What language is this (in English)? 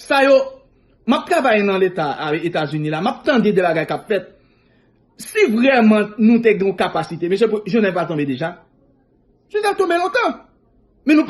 Haitian Creole